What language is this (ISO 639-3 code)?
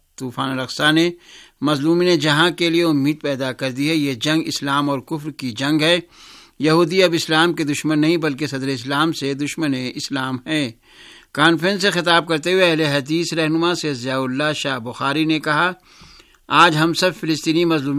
urd